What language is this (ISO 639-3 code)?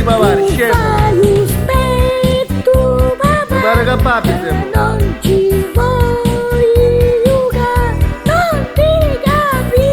nap